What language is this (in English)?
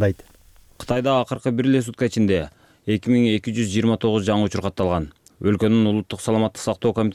Kyrgyz